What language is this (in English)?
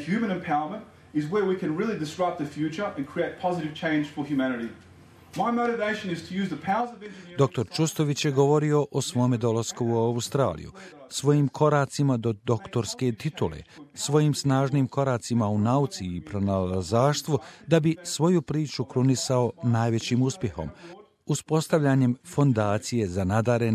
Bosnian